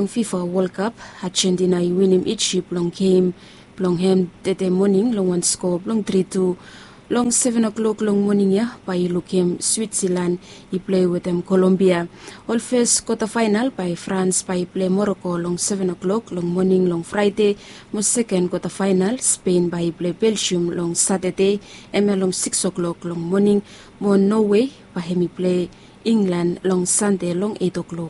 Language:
Bislama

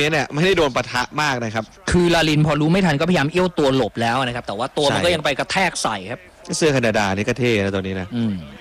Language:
Thai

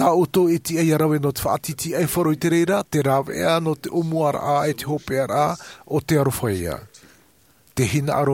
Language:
Tahitian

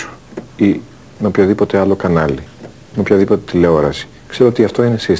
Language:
Greek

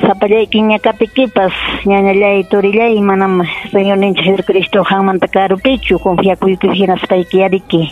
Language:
Ayacucho Quechua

